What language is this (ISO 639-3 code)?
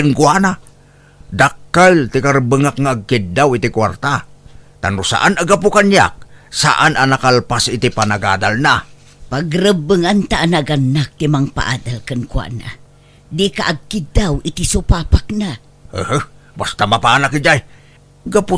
ilo